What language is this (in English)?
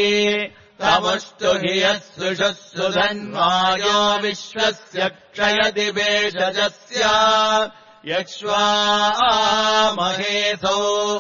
Sanskrit